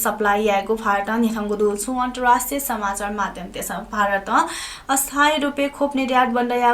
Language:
Newari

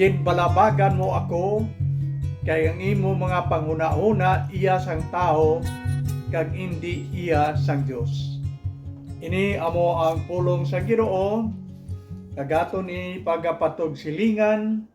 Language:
Hiligaynon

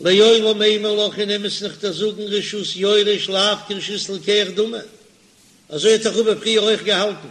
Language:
Yiddish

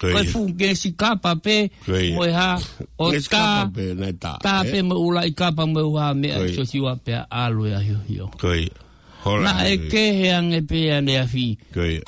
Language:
Tongan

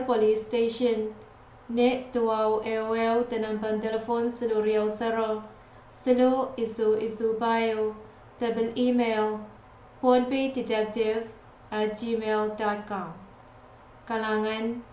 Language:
Pohnpeian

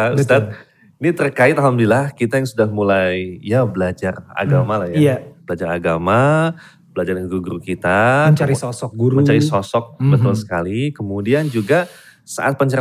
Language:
Indonesian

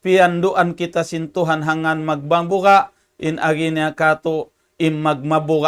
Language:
Tausug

